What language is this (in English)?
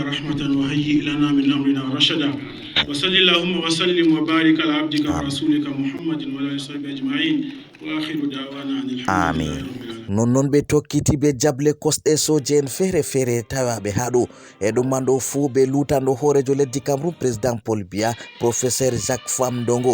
Fula